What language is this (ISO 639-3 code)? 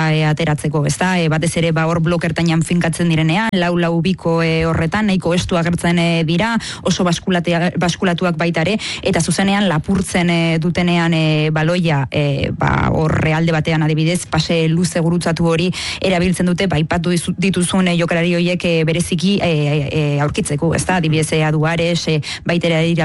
eus